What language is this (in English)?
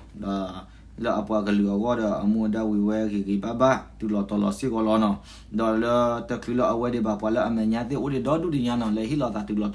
S'gaw Karen